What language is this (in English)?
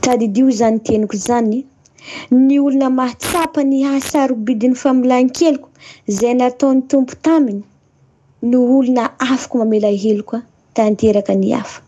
Malagasy